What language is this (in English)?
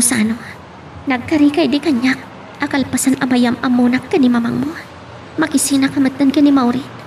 Iloko